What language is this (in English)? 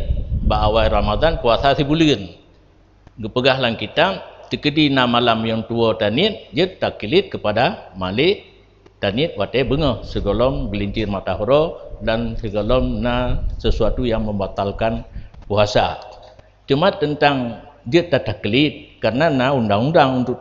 Achinese